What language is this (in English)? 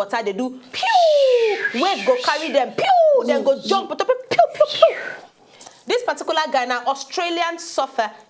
Nigerian Pidgin